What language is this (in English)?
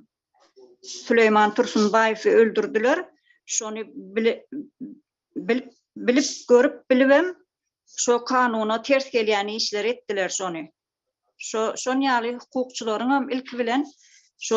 Turkmen